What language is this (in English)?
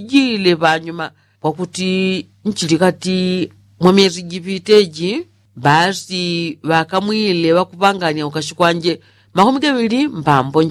Yao